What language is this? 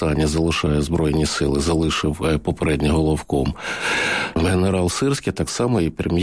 Ukrainian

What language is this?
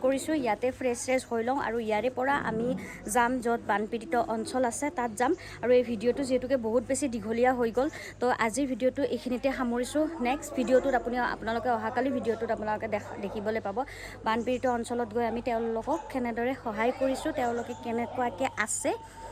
Assamese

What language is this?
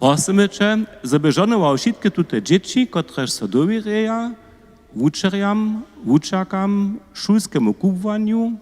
Upper Sorbian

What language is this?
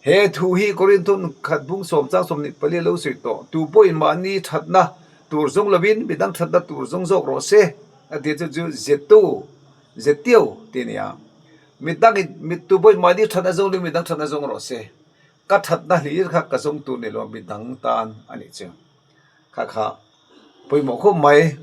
Mizo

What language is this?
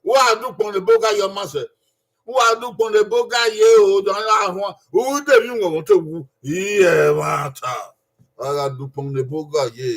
Bini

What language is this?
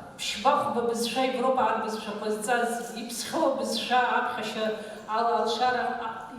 Abkhazian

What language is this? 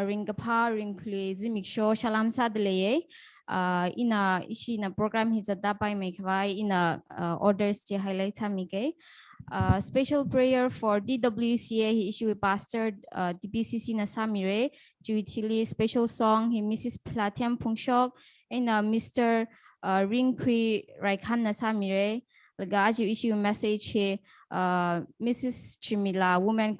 Tangkhul Naga (India)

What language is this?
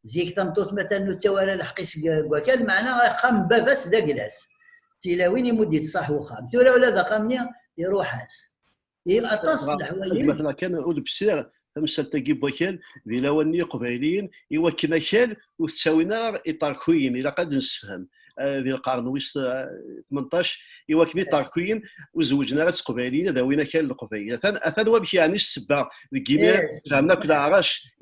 Kabyle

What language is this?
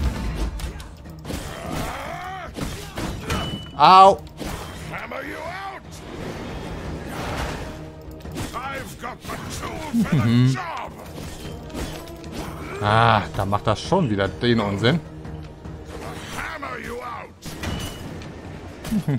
German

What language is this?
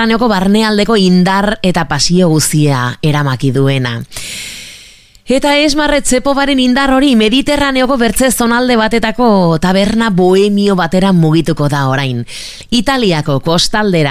Basque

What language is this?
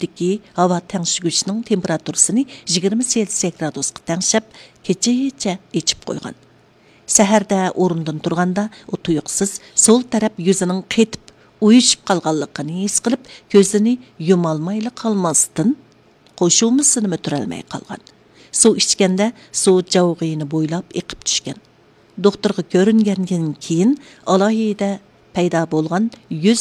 Uyghur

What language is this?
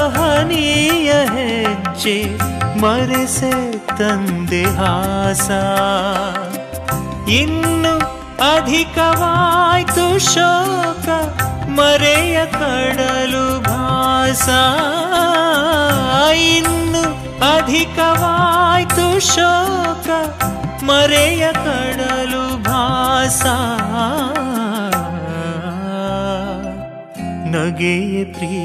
Kannada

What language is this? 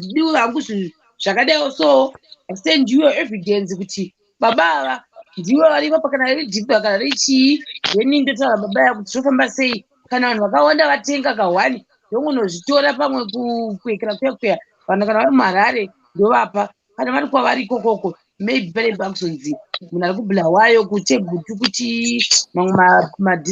Shona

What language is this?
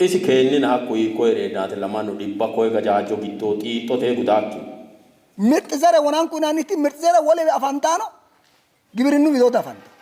Sidamo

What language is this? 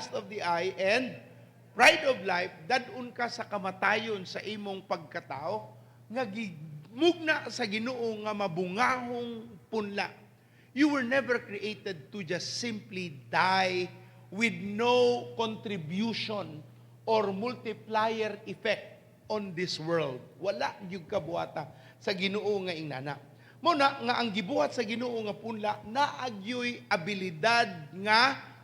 Cebuano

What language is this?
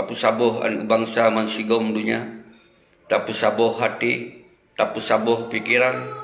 Achinese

